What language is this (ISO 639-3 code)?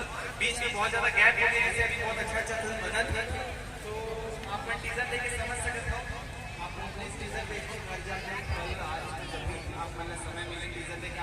hne